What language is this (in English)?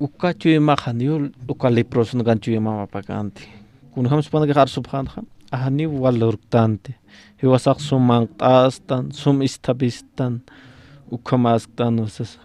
Aymara